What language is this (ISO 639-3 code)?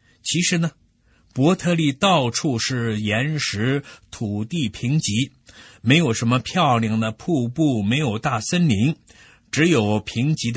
zho